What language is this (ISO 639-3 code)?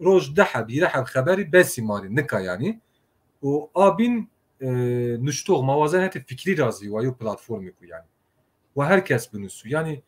zza